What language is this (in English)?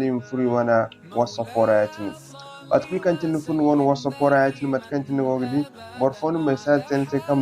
Zarma